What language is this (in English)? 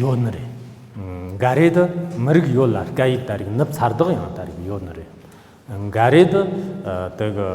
Tibetan